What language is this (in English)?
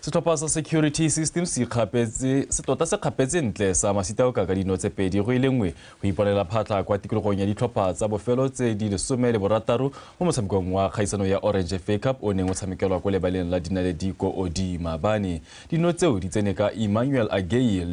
Tswana